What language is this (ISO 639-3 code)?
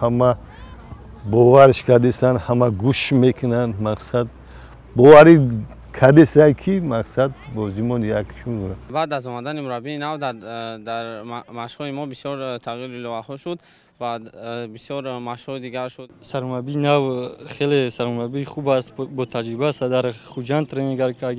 tgk